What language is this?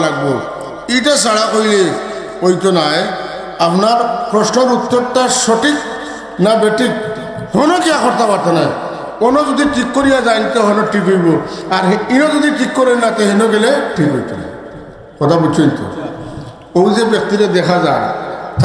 Sylheti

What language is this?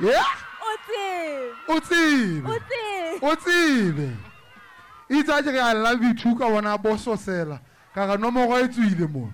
Southern Sotho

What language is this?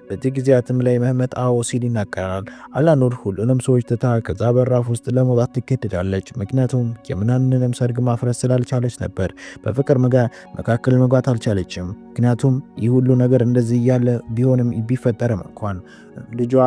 Amharic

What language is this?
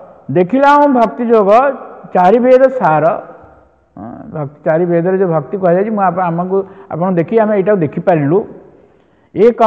Odia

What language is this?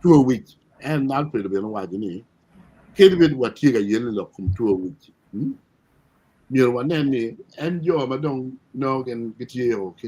Acoli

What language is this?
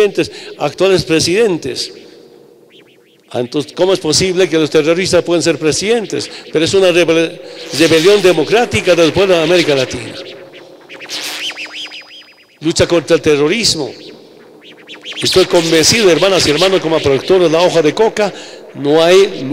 Spanish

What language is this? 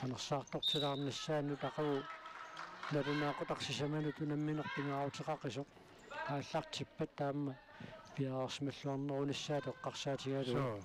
Kalaallisut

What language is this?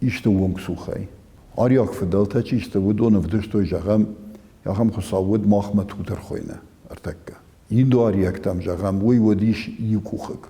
Ossetic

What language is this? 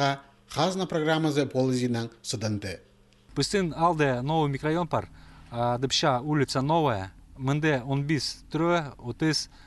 Khakas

